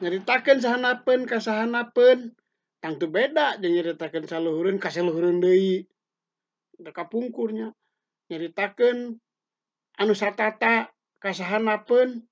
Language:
Sundanese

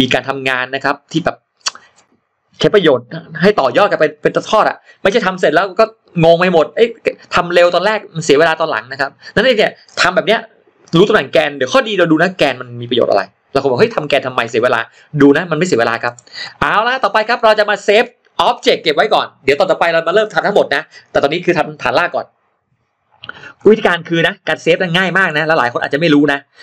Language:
Thai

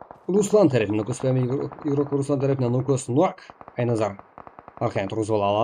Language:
Kara-Kalpak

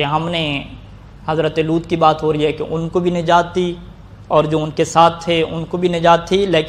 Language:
Urdu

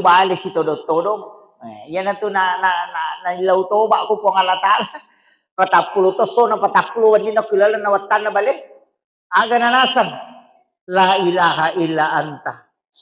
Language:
Buginese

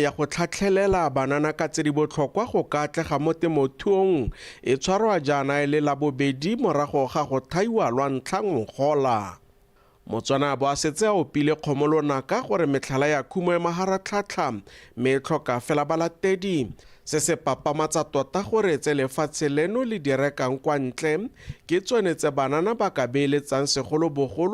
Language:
Tswana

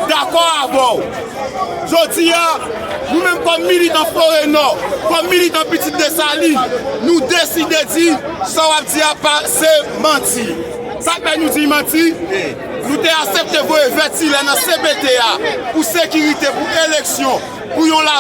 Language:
Haitian Creole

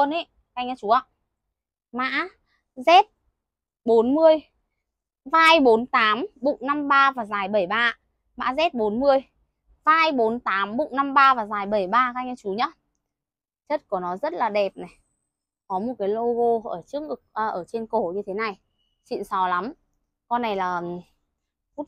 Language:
Vietnamese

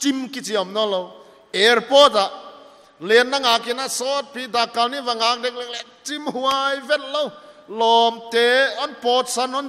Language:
Paite Chin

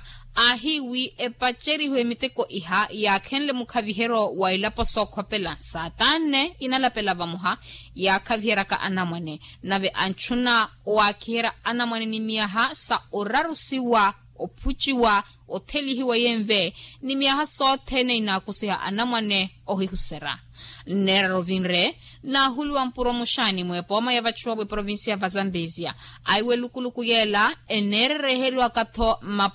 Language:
Makhuwa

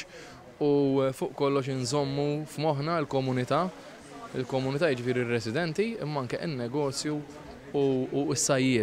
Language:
Maltese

